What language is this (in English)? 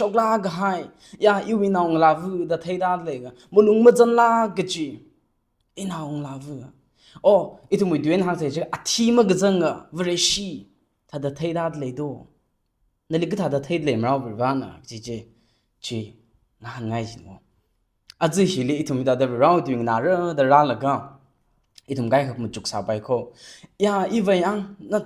Tangkhul Naga (India)